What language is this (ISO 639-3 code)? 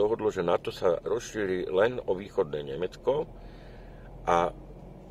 slk